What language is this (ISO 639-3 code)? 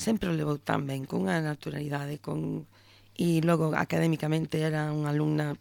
glg